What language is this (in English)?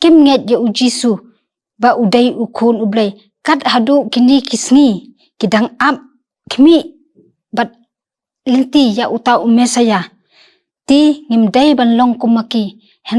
Khasi